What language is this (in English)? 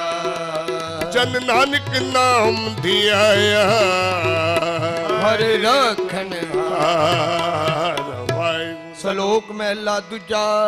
Punjabi